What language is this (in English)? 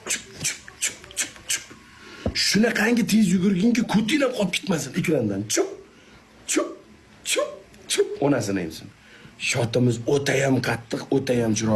Uzbek